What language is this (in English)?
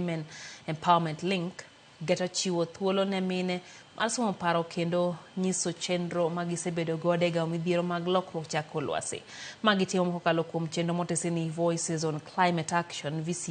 Luo (Kenya and Tanzania)